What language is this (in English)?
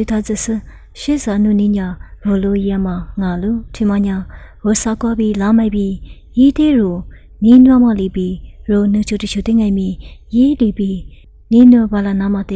Lisu